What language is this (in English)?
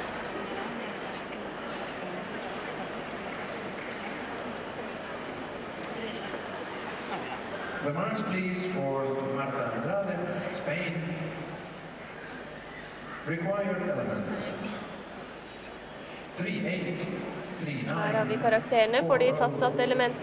Norwegian